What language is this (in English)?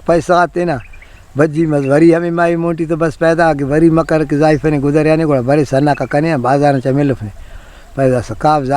Brahui